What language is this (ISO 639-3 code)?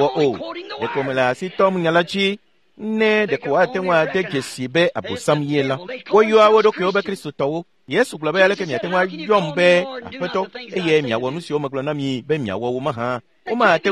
ewe